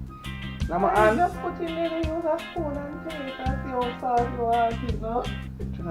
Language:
Jamaican Creole English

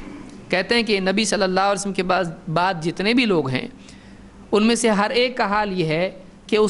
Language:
Urdu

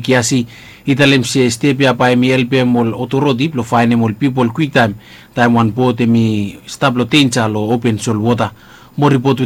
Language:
Bislama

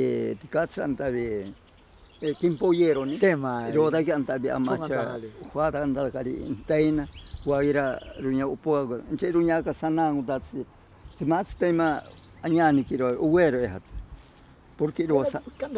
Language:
Ashéninka Perené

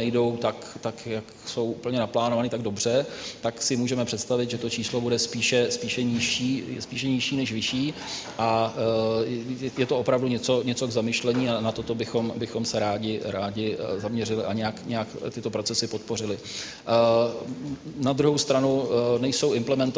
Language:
Czech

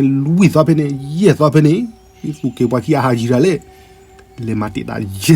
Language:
S'gaw Karen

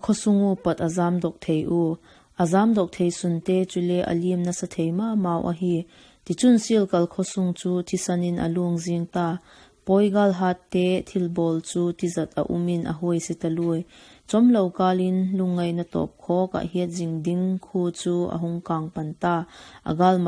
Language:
Vaiphei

